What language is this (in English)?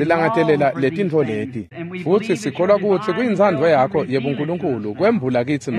Swati